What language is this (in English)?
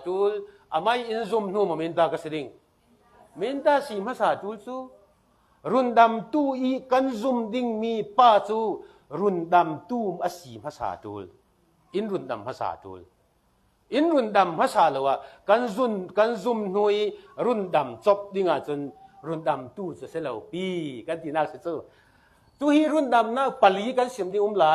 Falam Chin